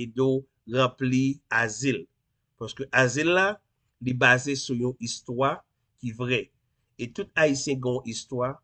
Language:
Haitian Creole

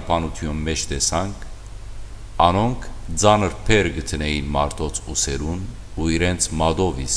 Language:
Western Armenian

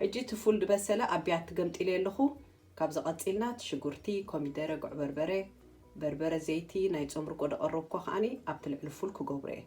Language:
Tigrinya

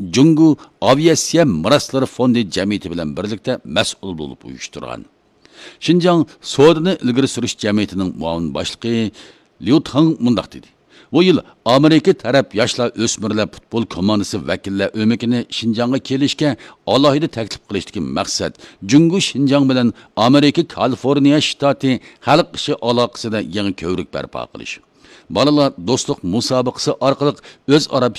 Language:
Uyghur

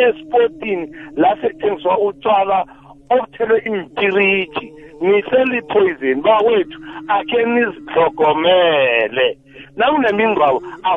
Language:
South Ndebele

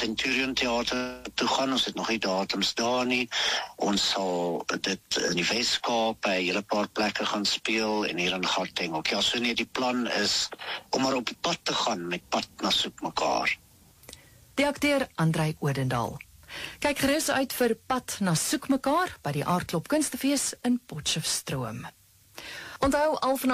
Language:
Afrikaans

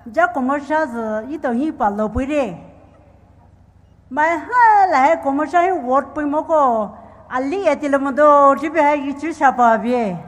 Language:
Poumei Naga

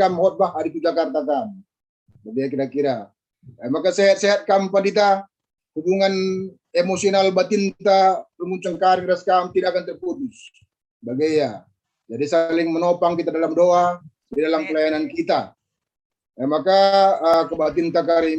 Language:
Batak Karo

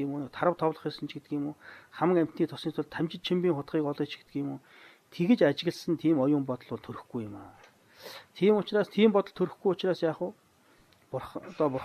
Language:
Mongolian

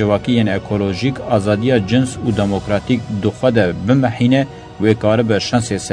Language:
Kurdish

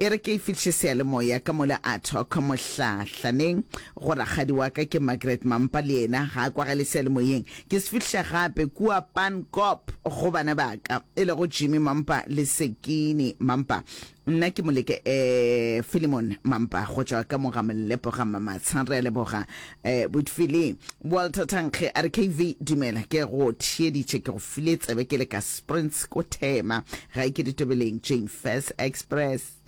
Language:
Northern Sotho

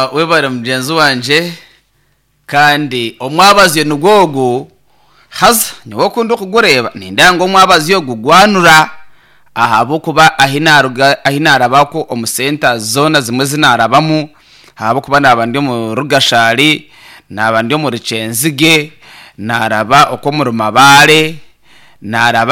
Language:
Nyankole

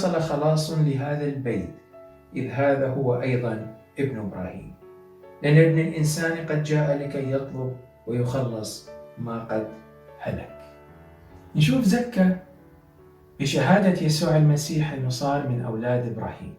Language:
Mesopotamian Arabic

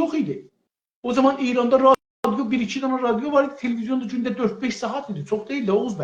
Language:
South Azerbaijani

